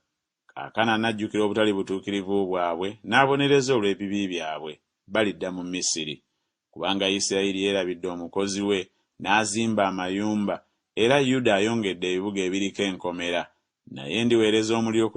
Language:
Ganda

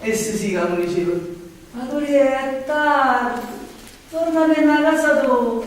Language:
Neapolitan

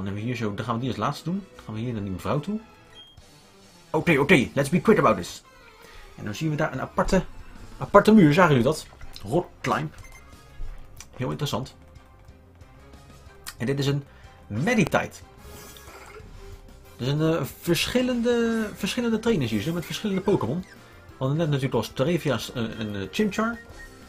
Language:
Dutch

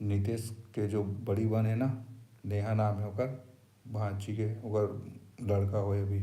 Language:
Chhattisgarhi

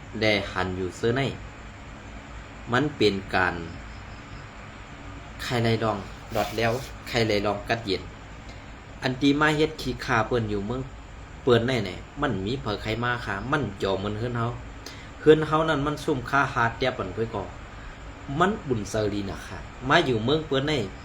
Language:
Shan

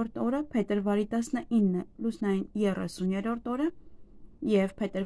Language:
Armenian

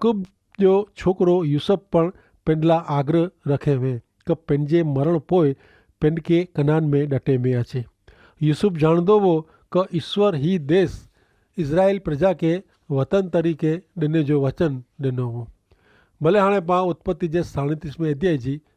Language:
Kachhi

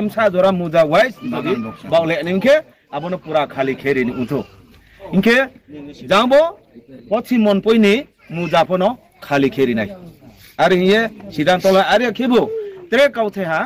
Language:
Riang (India)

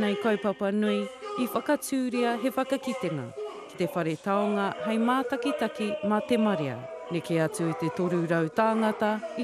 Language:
Māori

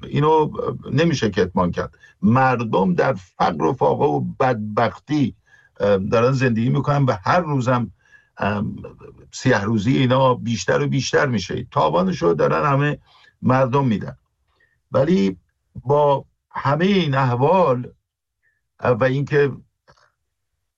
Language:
Persian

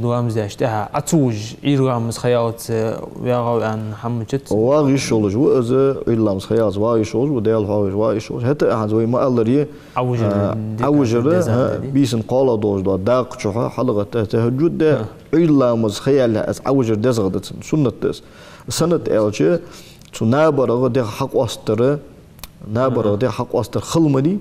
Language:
Ingush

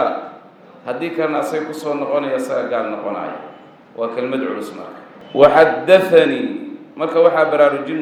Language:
Somali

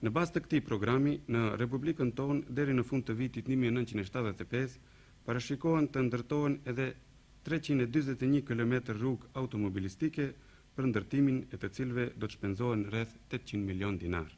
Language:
Albanian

